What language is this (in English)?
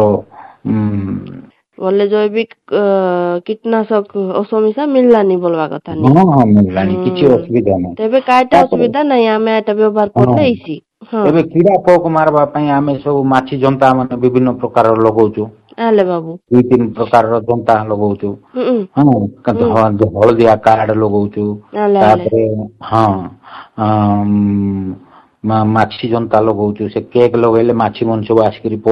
Odia